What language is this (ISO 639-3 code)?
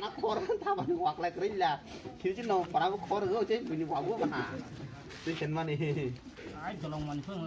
trp